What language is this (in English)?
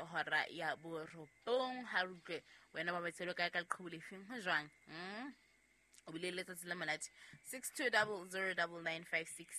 Southern Sotho